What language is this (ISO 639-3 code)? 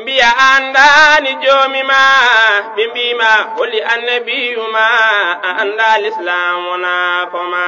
ful